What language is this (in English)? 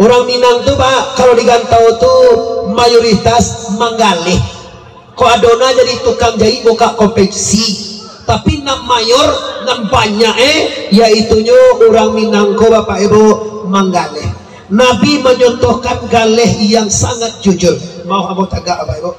Minangkabau